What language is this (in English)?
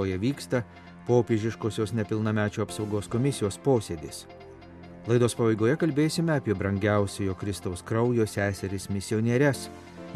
Lithuanian